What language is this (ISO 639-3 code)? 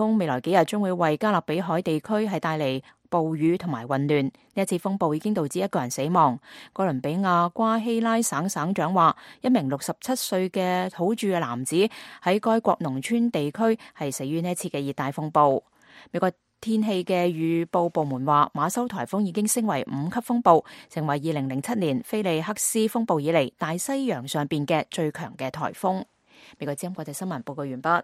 yue